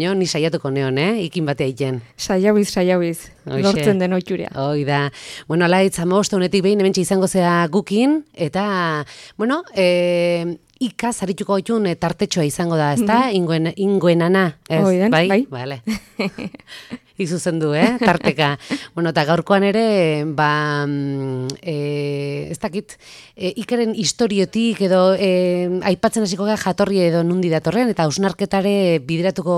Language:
Basque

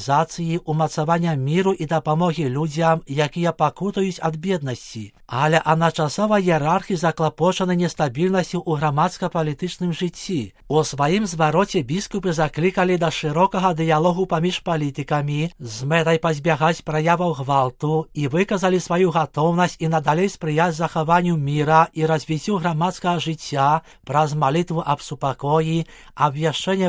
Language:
Belarusian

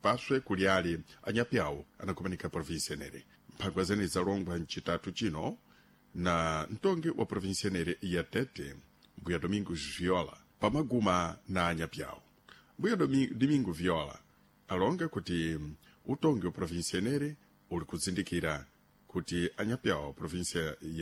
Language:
Sena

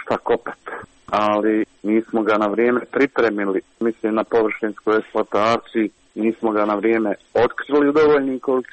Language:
Croatian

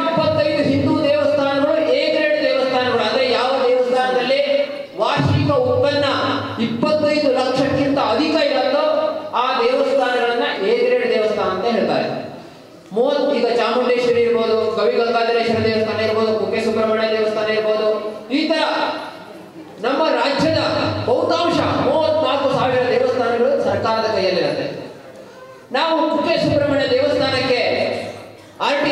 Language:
Kannada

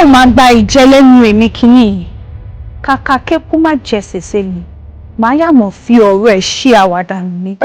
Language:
Yoruba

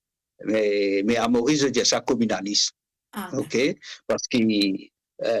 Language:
Morisyen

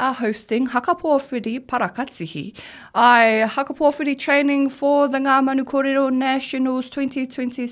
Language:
Māori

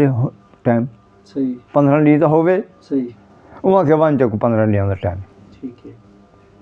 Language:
Saraiki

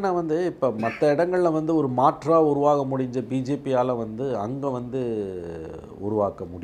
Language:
Tamil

